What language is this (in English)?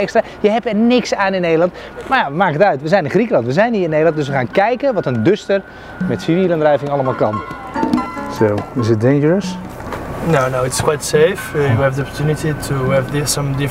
Dutch